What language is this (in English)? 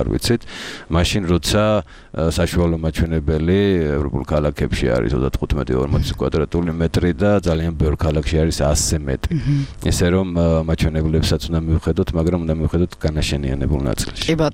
Georgian